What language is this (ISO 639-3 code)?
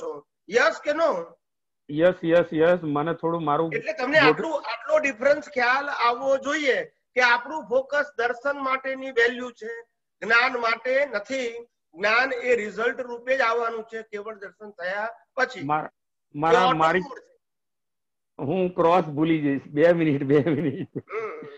guj